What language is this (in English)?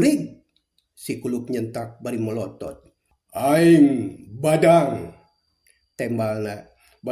Sundanese